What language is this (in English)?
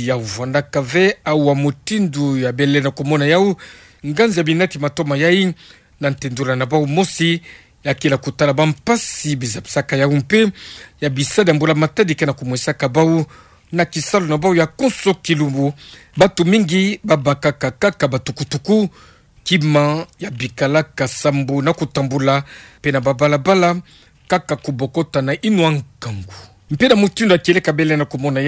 Kituba (Democratic Republic of Congo)